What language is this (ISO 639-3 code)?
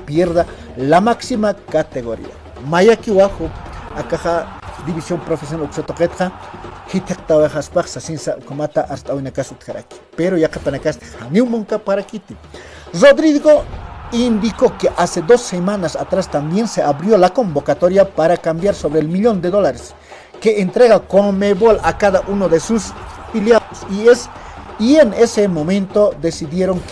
aym